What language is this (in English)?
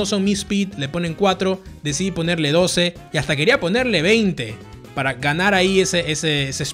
Spanish